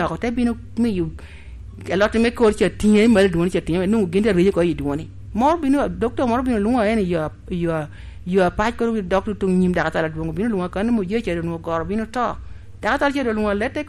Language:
Lango (Uganda)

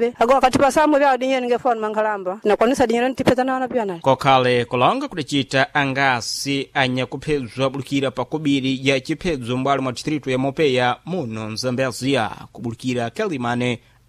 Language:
Sena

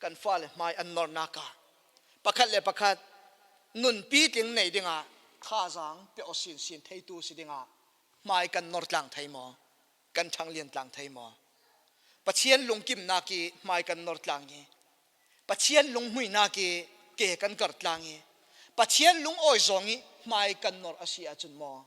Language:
Falam Chin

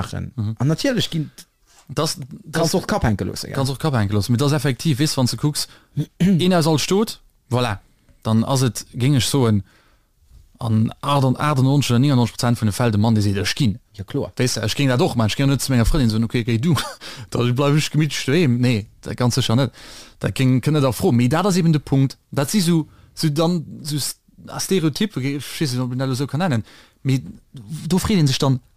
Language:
Luxembourgish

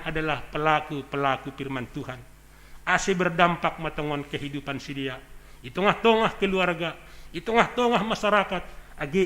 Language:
Batak Simalungun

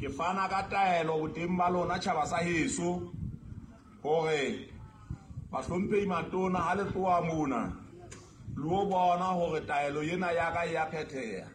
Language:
Southern Sotho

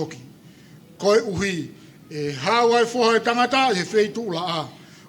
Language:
Tongan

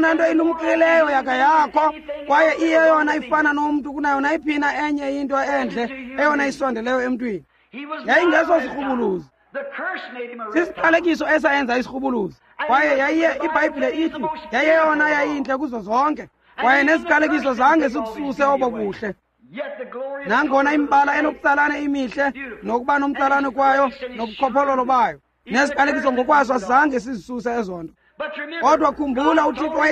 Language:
Xhosa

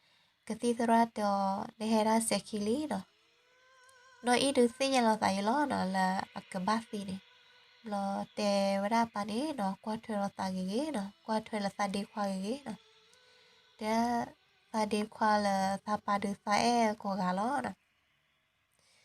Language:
S'gaw Karen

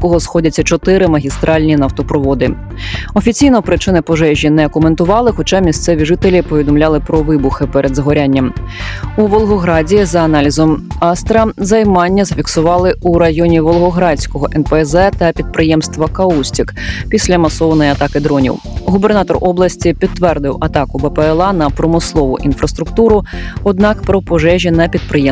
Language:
Ukrainian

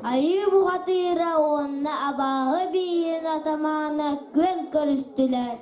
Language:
Yakut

